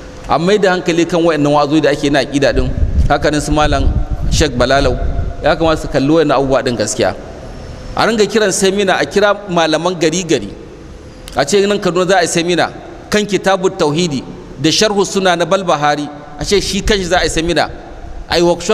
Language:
Hausa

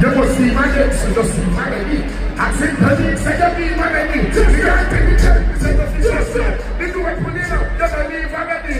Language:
Jamaican Creole English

